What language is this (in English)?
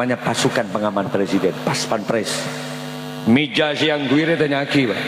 Madurese